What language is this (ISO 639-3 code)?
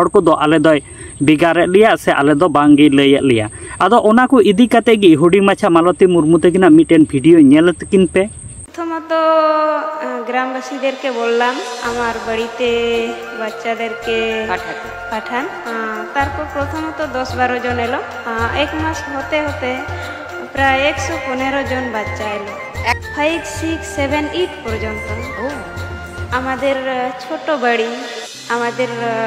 sat